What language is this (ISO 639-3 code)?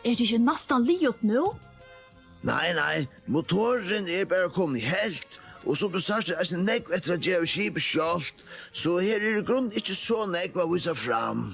fao